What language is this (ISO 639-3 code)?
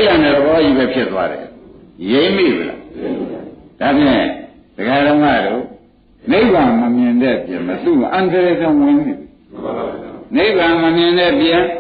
mya